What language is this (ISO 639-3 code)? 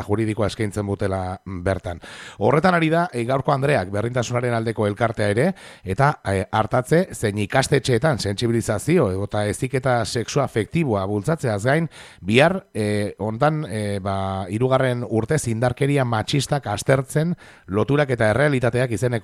eus